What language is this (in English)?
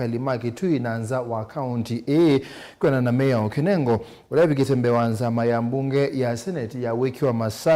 Kamba